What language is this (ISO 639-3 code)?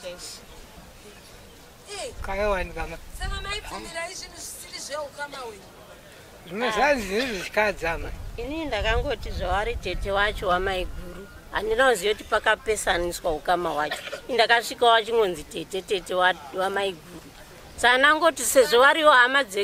sna